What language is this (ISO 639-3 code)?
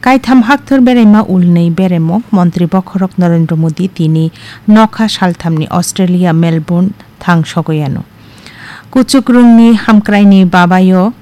trp